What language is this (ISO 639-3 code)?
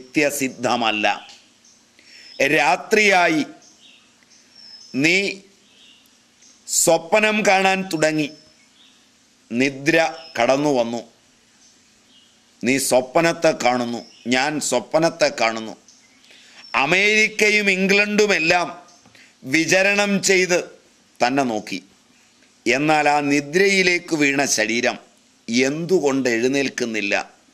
mal